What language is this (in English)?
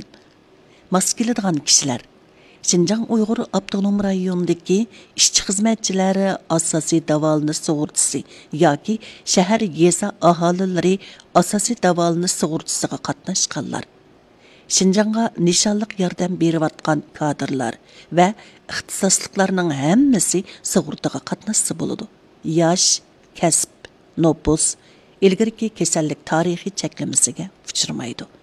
Uyghur